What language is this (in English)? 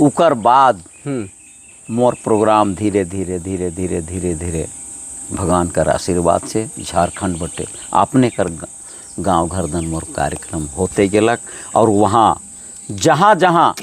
Sadri